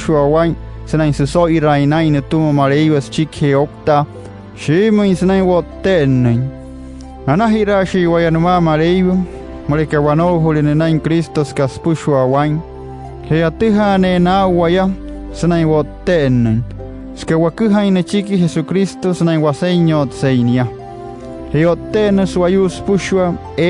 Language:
Wayuu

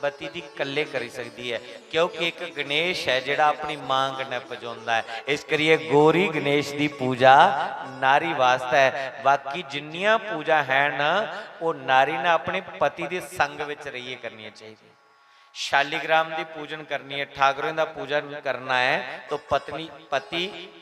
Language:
Dogri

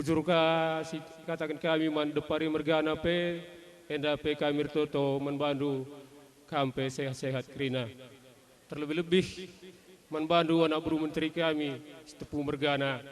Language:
Batak Karo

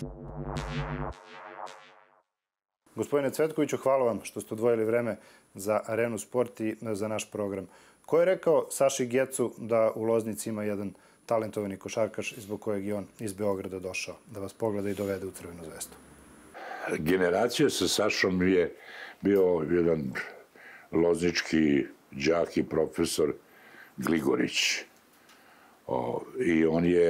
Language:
Serbian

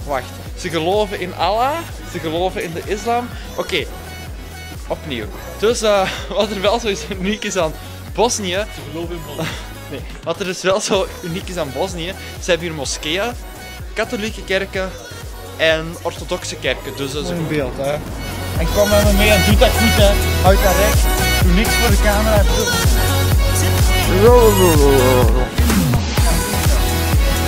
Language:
Dutch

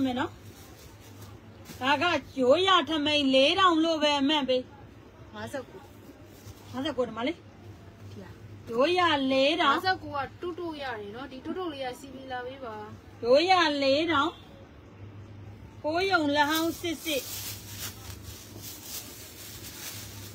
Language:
Burmese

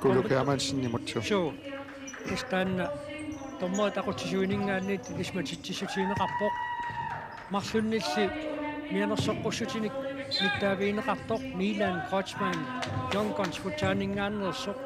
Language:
Kalaallisut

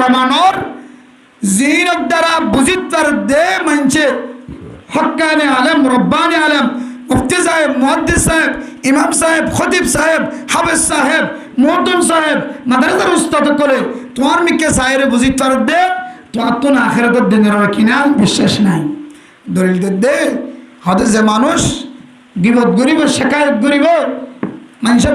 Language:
Rohingya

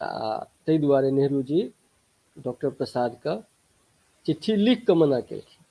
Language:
Maithili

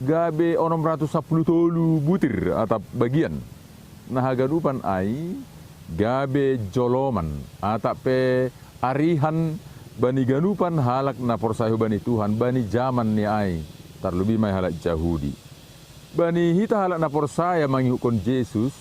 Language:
Batak Simalungun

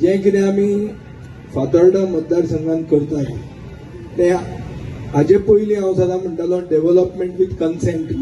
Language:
Konkani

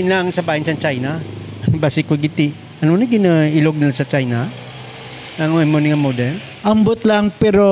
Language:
Hiligaynon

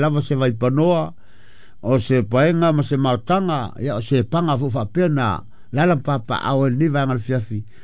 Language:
Samoan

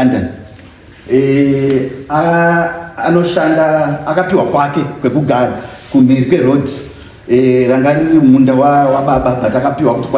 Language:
Shona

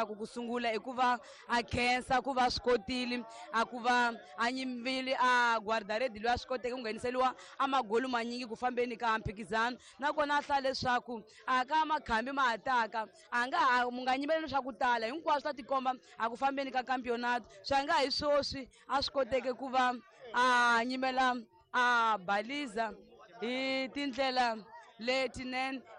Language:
Tsonga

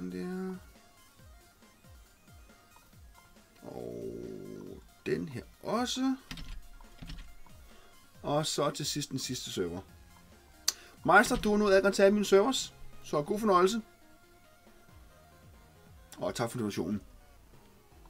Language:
Danish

